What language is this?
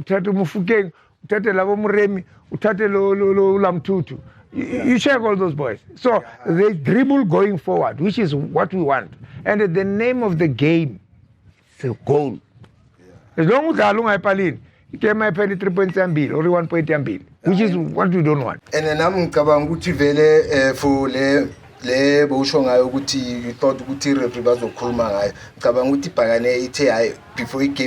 Zulu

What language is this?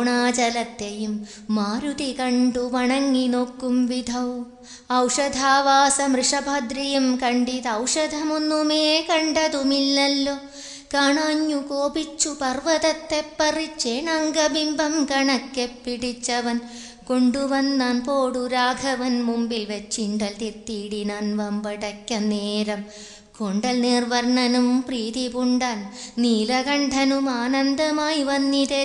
Malayalam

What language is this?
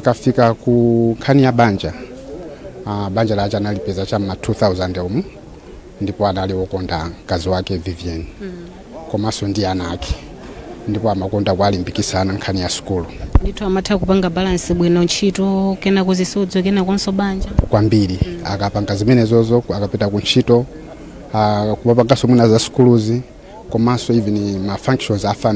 Nyanja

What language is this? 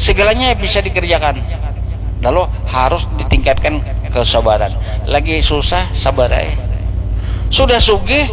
Banjar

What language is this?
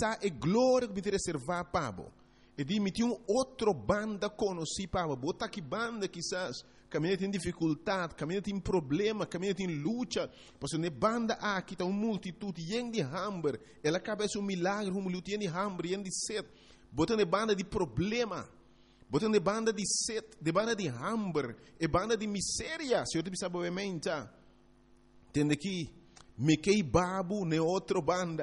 Papiamento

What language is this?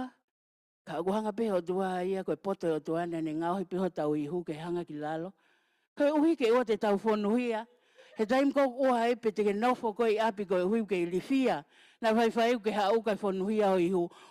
Tongan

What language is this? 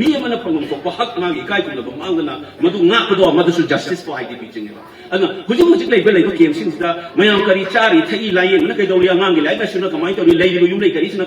Manipuri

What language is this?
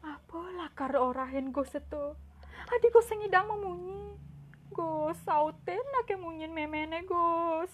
Balinese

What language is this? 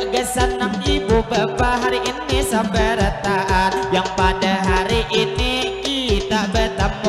Banjar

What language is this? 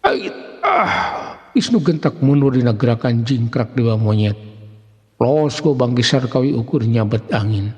Sundanese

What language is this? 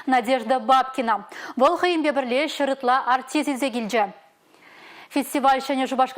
Chuvash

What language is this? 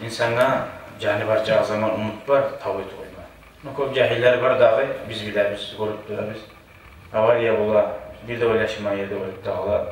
Kumyk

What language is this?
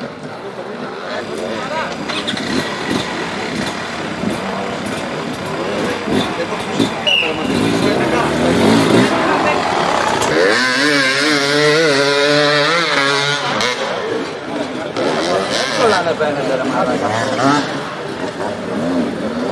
Greek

